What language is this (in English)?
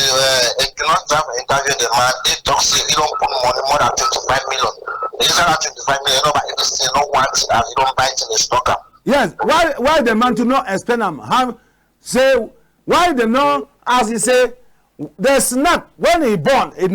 Cameroon Pidgin